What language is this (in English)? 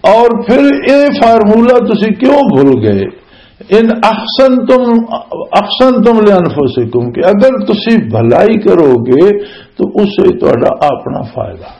Western Panjabi